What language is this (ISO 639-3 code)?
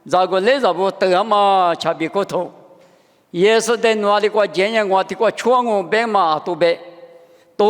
lis